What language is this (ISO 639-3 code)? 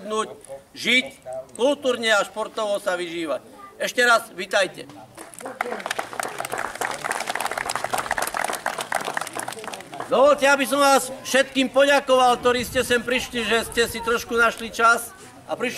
slk